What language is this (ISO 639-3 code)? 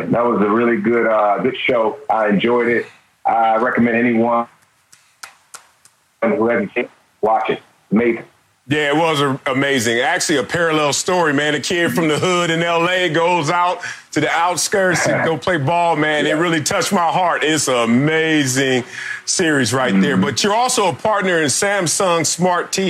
eng